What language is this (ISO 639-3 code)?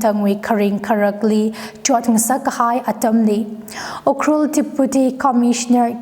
nmf